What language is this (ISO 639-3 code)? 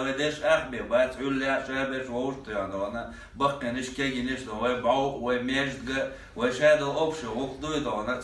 che